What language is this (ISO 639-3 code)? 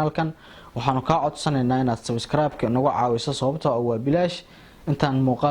som